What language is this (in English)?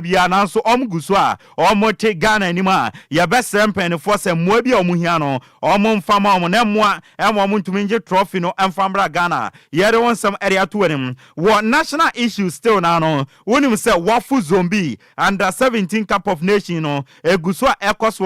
Akan